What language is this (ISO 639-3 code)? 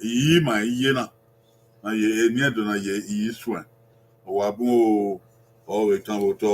bin